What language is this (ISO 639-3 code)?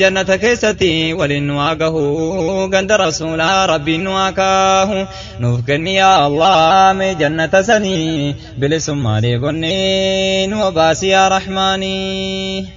orm